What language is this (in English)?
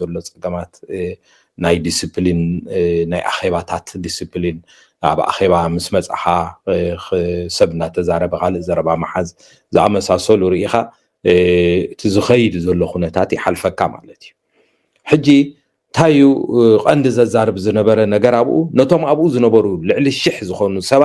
Tigrinya